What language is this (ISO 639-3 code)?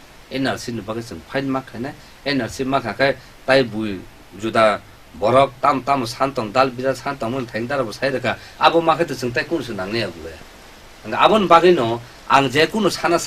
trp